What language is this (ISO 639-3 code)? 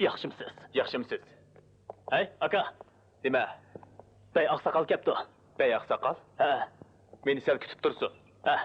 uig